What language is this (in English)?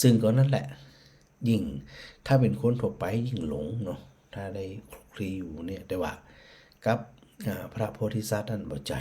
Northern Thai